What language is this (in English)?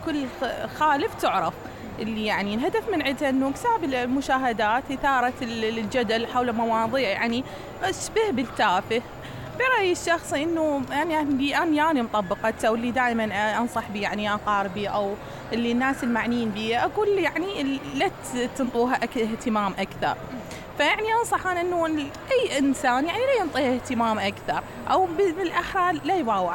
Mesopotamian Arabic